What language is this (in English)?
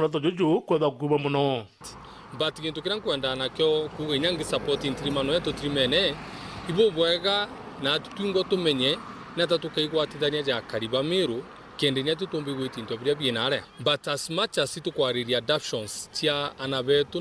Meru